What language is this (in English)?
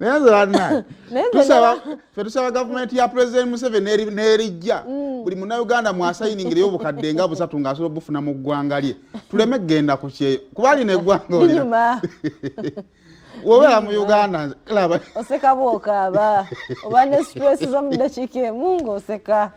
Ganda